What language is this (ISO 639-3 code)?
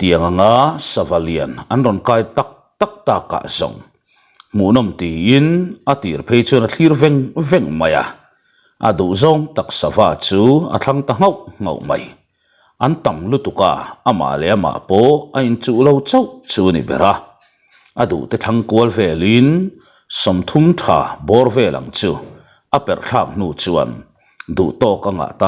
lus